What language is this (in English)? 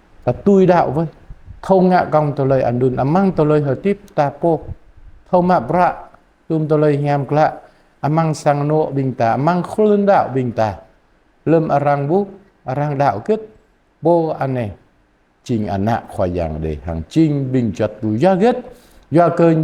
Jarai